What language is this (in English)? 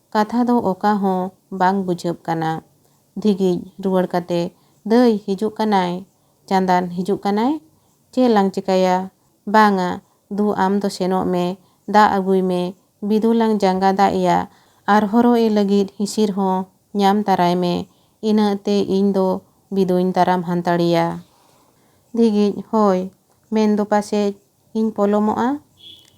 Santali